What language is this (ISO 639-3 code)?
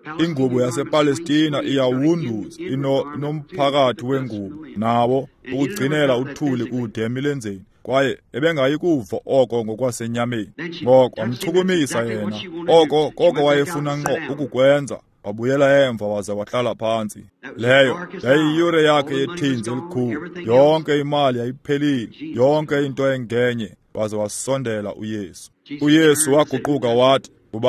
xho